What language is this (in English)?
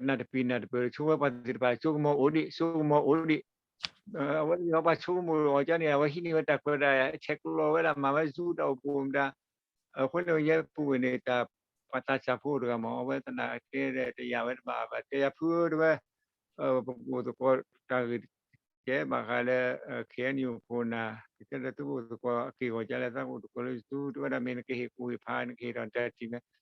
S'gaw Karen